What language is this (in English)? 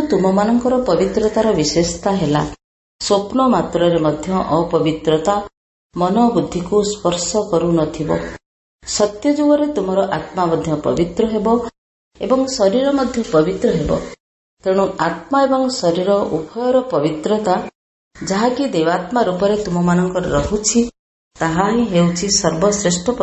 Odia